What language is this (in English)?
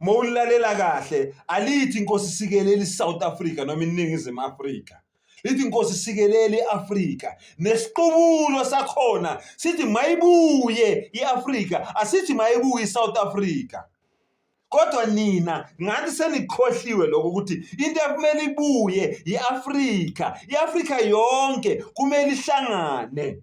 Zulu